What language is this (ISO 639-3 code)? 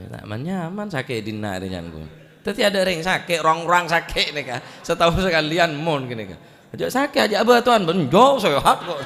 mad